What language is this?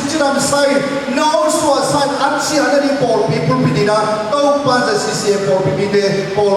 Tedim Chin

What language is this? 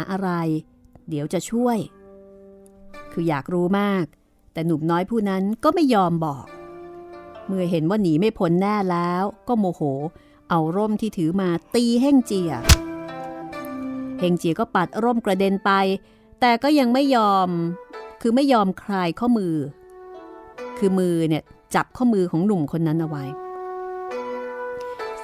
Thai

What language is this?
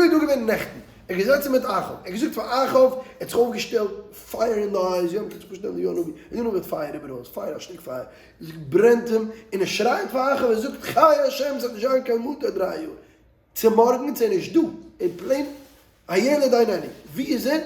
Yiddish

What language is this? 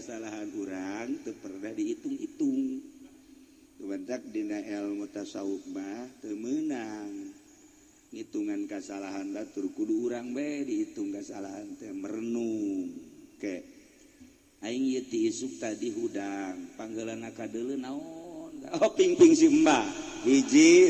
Sundanese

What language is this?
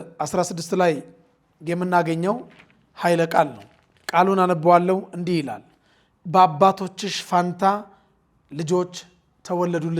Amharic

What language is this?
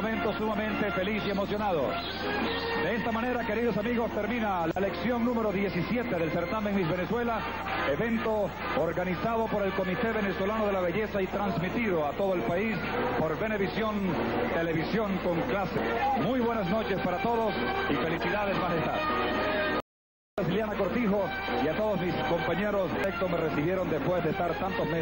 Spanish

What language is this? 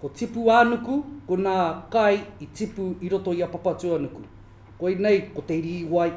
Māori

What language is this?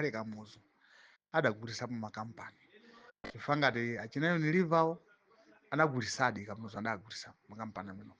Nyanja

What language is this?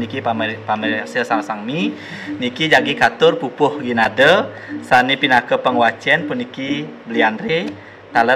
Balinese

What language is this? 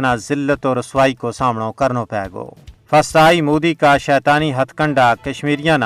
Gujari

